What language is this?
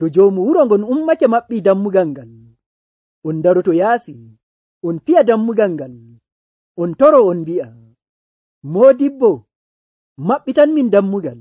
Nigerian Fulfulde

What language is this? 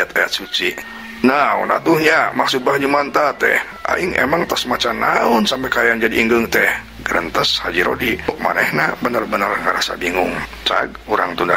Sundanese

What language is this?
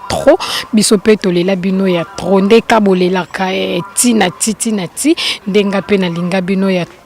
Lingala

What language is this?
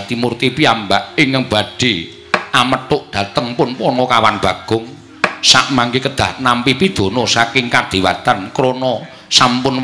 Javanese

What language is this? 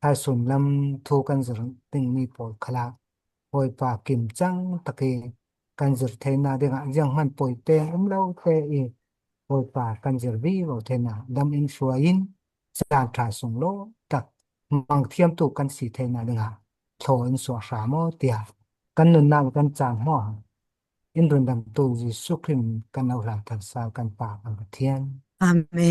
Falam Chin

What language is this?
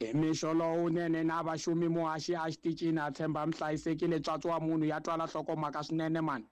Tsonga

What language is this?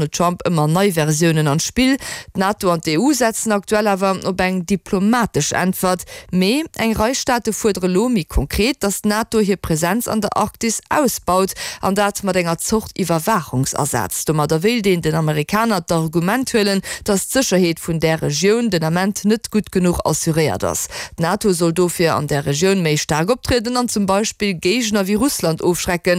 Luxembourgish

